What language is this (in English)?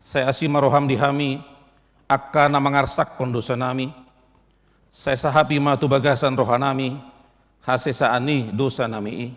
Batak Toba